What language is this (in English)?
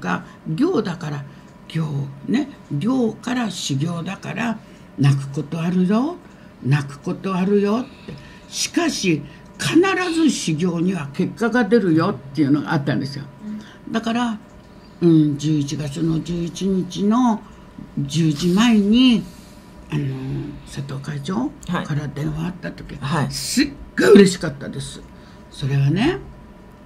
Japanese